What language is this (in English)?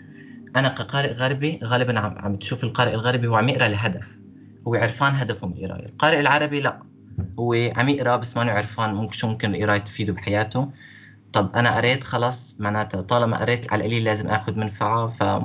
North Levantine Arabic